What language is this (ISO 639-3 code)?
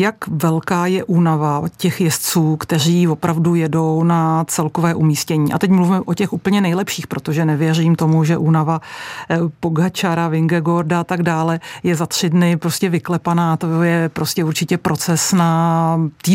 ces